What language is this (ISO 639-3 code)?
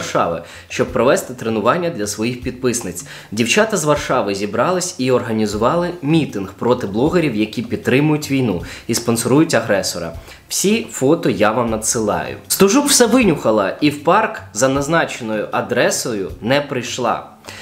ukr